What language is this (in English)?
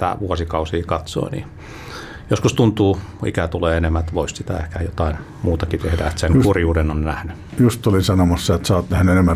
Finnish